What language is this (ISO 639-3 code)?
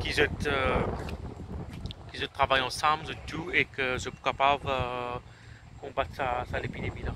mfe